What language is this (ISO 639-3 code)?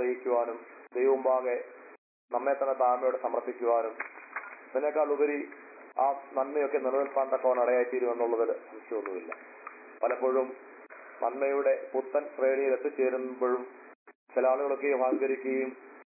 mal